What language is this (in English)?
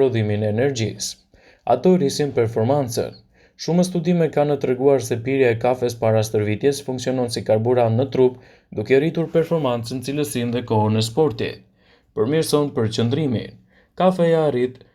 Albanian